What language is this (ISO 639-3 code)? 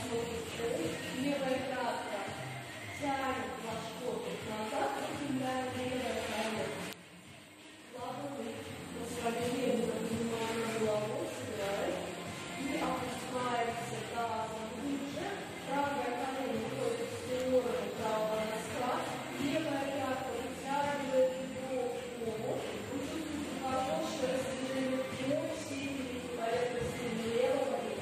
rus